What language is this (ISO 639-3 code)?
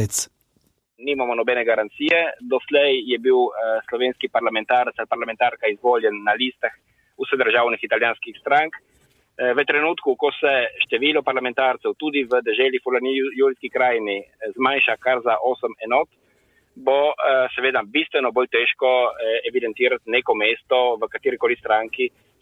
slv